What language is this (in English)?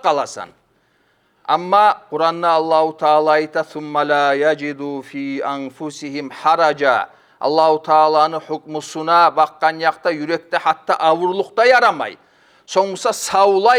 Kumyk